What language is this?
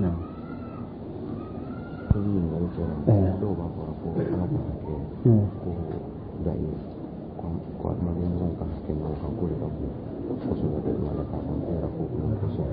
Dyula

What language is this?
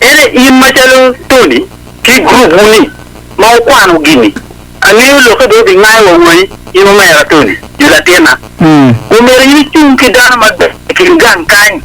Acoli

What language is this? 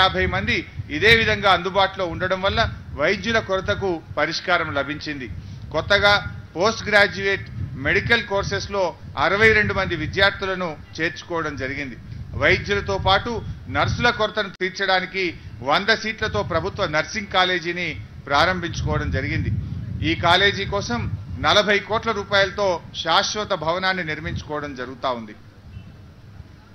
Telugu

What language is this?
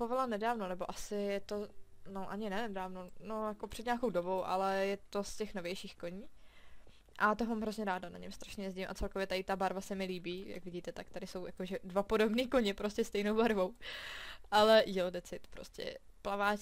Czech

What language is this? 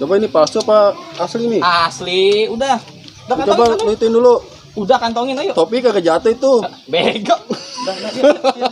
Betawi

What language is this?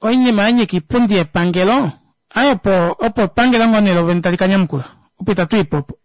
Kuanyama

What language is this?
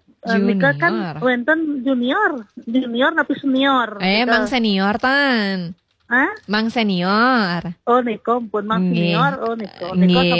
Balinese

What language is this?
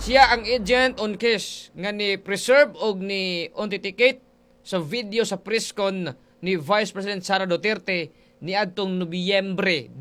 Cebuano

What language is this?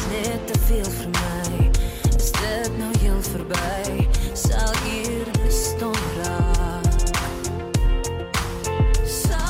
Afrikaans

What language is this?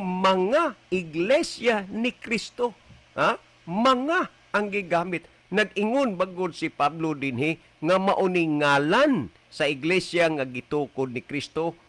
Cebuano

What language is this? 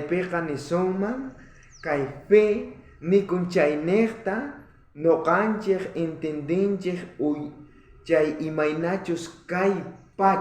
South Bolivian Quechua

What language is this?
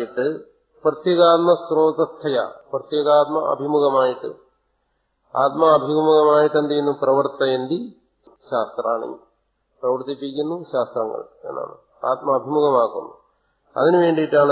Malayalam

